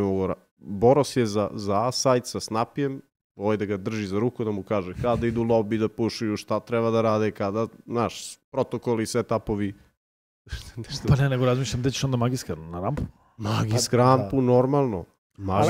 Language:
Serbian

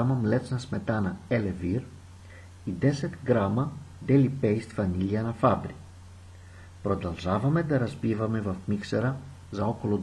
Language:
Bulgarian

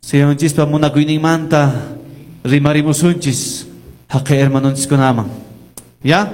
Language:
Quechua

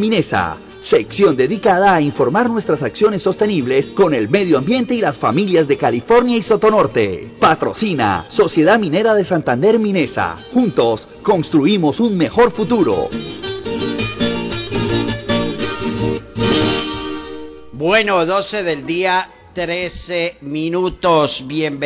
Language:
Spanish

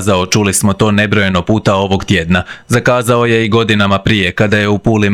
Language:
Croatian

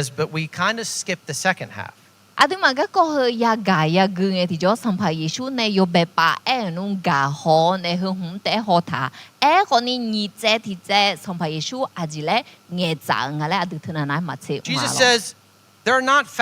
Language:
Akha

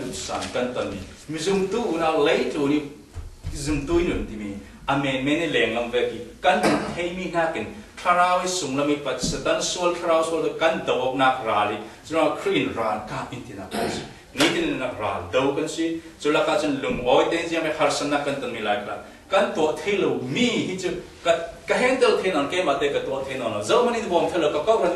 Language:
Falam Chin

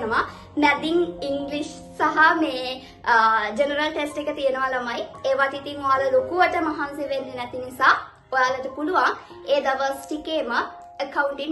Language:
Sinhala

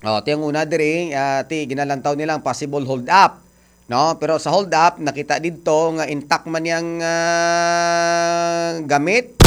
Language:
Hiligaynon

